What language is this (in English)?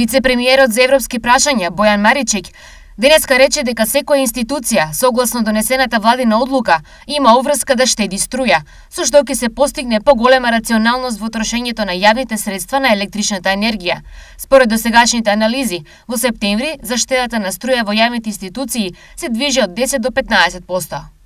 Macedonian